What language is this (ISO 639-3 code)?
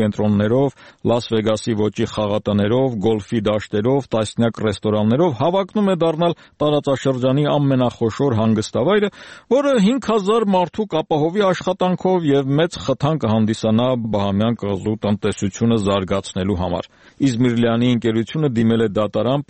hye